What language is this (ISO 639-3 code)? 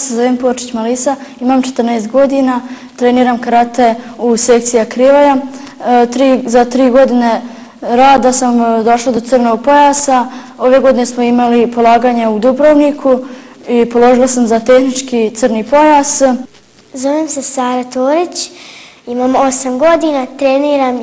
bos